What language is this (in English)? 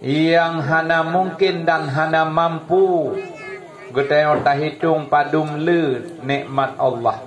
Achinese